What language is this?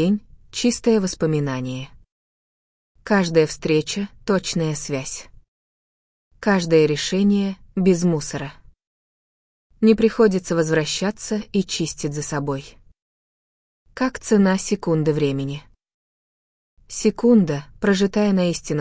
Russian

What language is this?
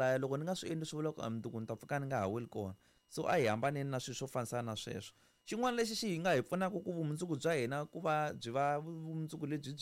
Tsonga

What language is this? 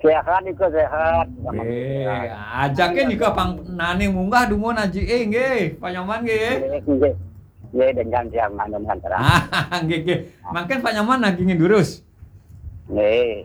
Balinese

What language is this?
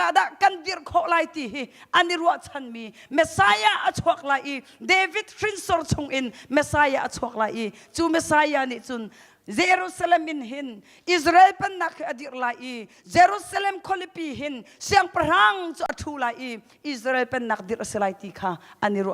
Hakha Chin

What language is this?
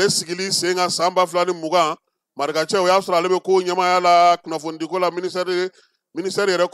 Bambara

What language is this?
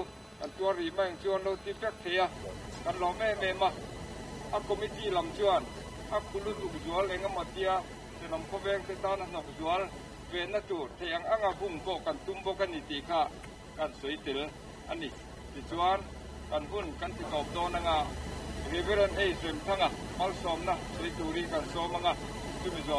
Mizo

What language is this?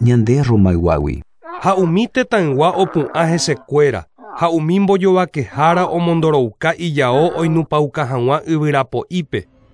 Guarani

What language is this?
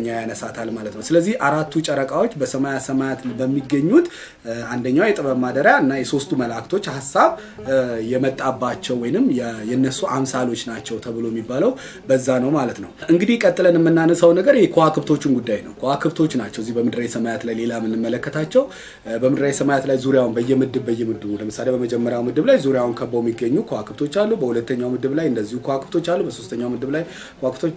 Amharic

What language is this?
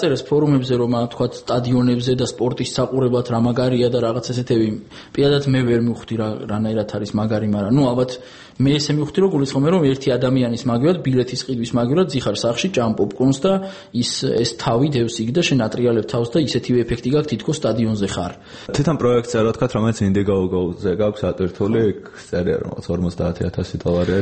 Georgian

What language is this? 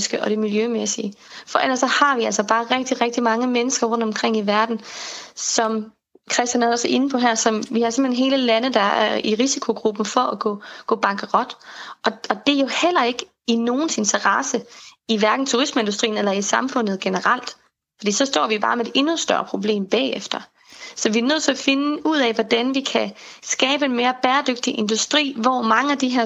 Danish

